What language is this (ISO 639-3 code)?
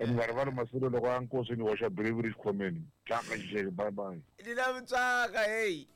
tso